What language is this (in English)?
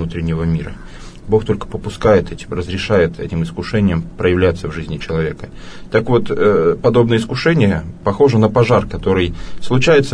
Russian